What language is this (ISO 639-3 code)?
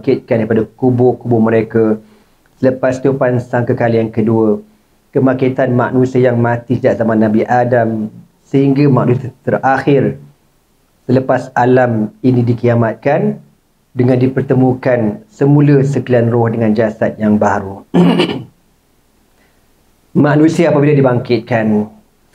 msa